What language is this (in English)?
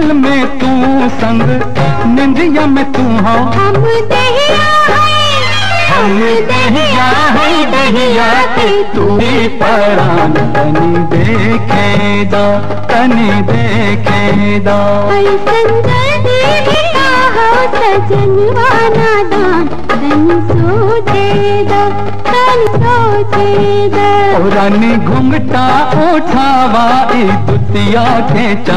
Bhojpuri